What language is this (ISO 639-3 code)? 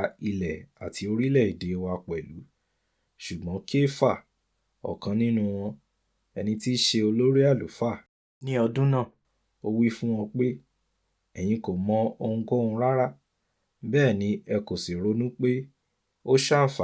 yor